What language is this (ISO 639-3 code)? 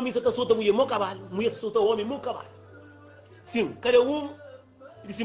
kea